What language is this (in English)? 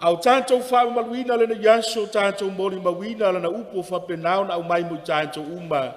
Samoan